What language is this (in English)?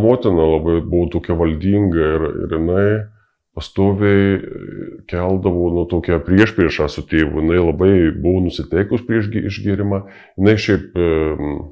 Lithuanian